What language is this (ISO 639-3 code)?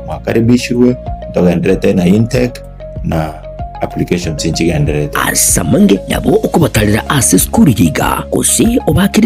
guz